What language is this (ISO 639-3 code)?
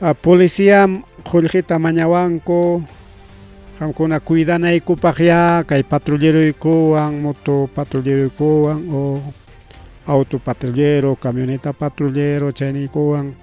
quy